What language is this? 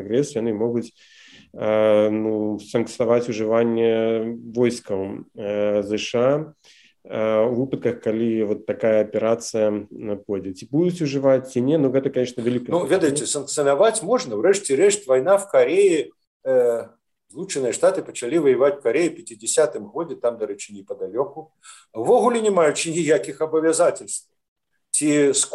Belarusian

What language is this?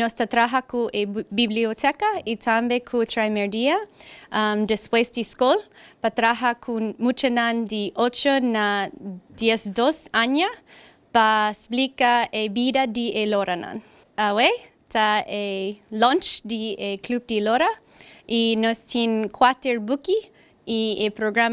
Papiamento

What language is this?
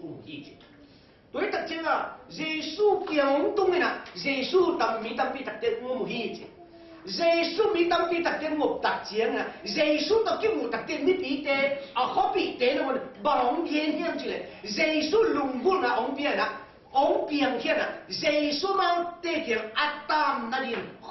Tedim Chin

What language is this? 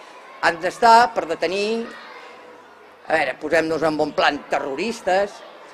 Catalan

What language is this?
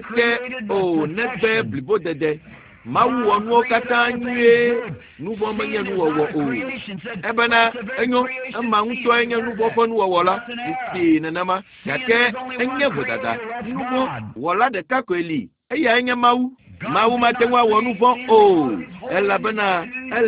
Ewe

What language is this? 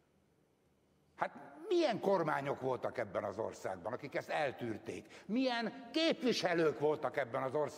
Hungarian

